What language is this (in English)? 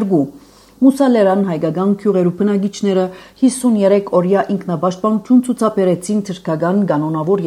Armenian